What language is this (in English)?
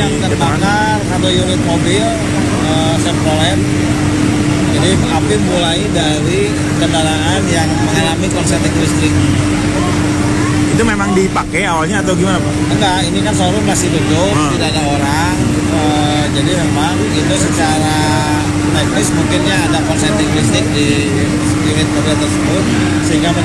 Indonesian